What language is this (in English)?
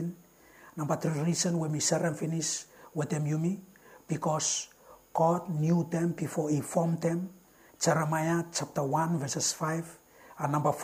Bislama